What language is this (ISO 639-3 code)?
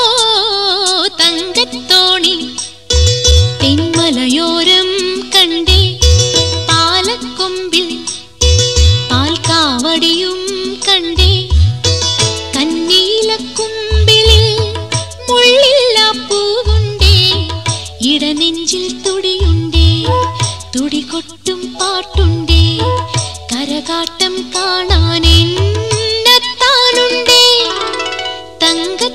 mal